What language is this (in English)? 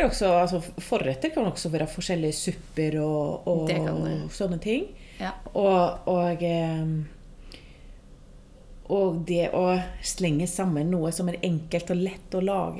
Norwegian